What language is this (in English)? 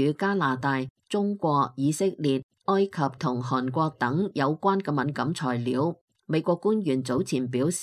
Cantonese